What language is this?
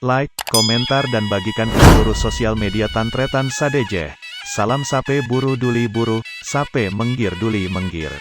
Madurese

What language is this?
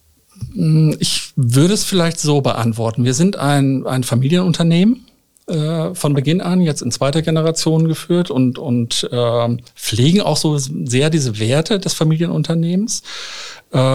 German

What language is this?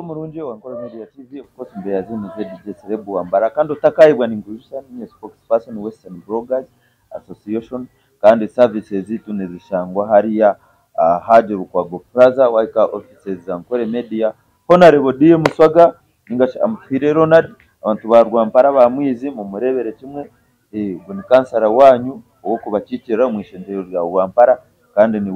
Nyankole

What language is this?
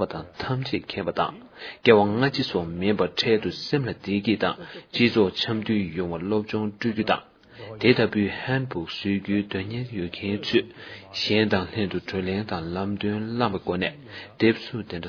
Tibetan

